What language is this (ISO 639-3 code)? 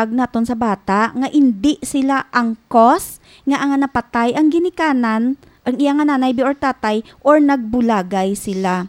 hil